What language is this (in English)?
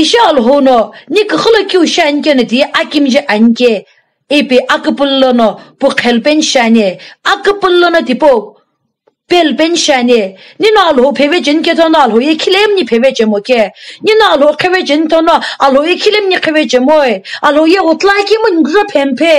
Sumi Naga